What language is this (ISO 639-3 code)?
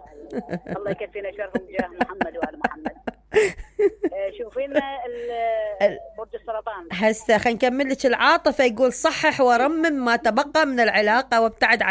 acm